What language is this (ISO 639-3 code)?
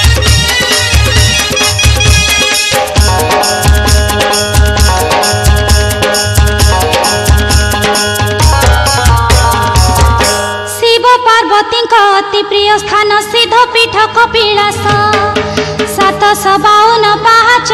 hin